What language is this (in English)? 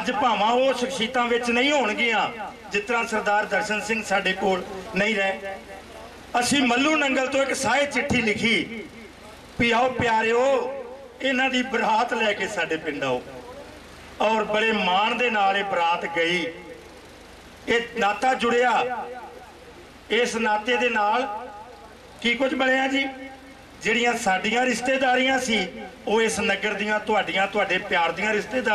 Punjabi